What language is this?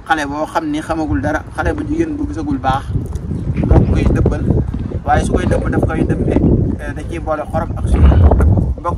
Wolof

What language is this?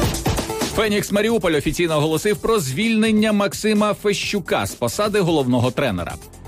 Ukrainian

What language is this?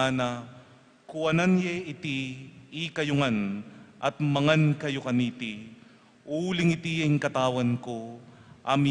Pampanga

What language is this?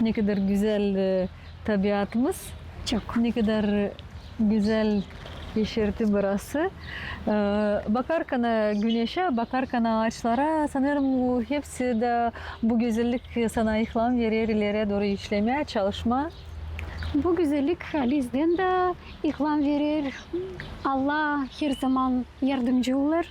Gagauz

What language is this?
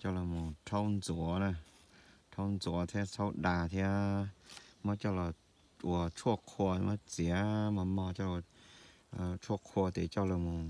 Hmong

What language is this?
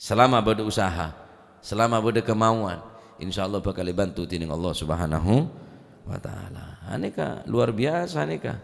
Madurese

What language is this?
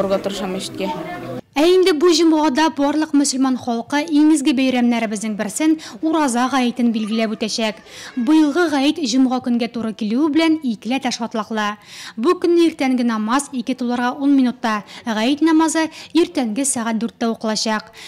Tatar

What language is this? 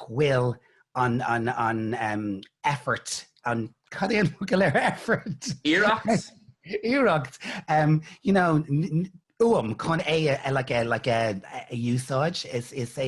Irish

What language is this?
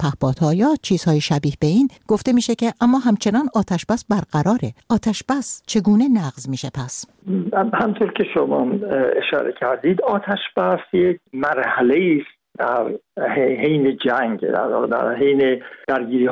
Persian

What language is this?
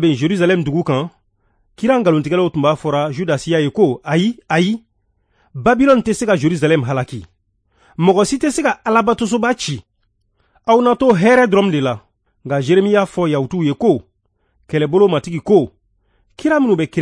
Bambara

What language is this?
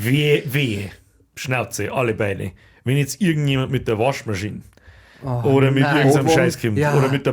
Bavarian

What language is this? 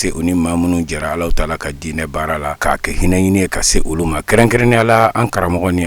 Bambara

